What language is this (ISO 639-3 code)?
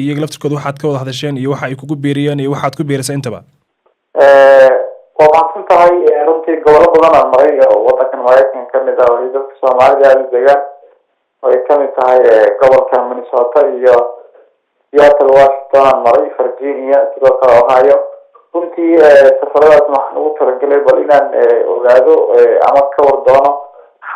som